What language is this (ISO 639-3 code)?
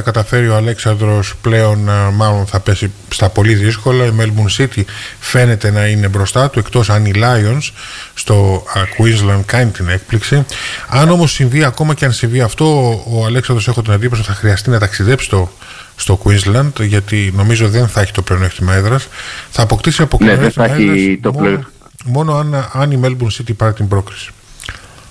ell